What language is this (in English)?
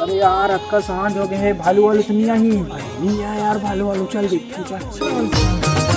Chhattisgarhi